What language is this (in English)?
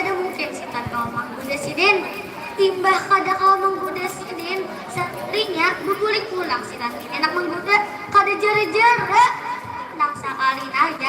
Banjar